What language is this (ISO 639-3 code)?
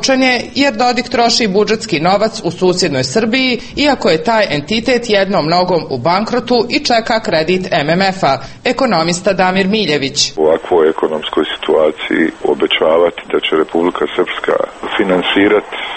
srp